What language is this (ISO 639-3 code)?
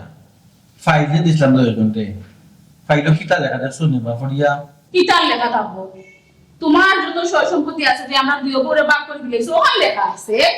syl